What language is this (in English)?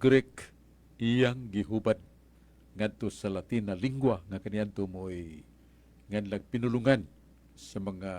Cebuano